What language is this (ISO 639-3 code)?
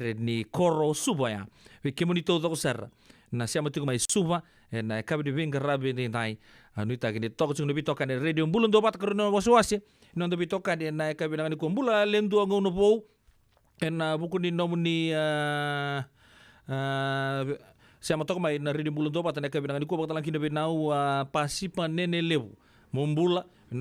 fij